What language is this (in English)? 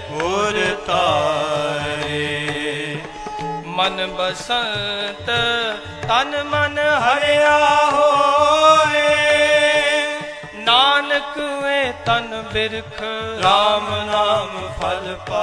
Punjabi